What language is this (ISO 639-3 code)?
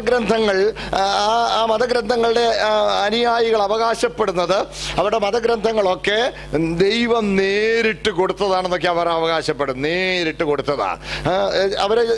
mal